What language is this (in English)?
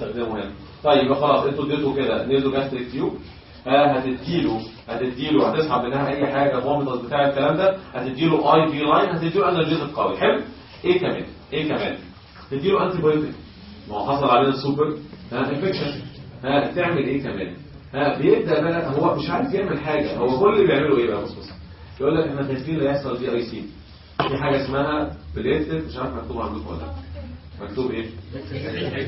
Egyptian Arabic